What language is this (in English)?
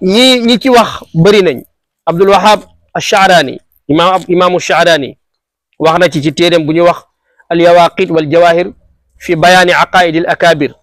Wolof